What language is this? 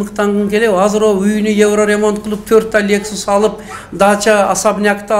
Kyrgyz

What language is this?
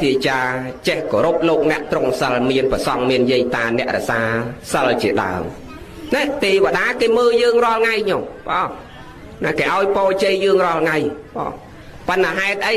Khmer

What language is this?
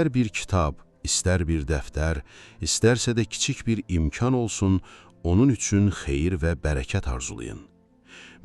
Azerbaijani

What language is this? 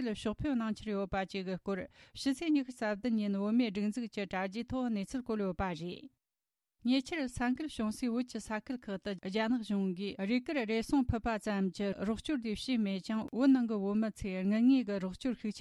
Tibetan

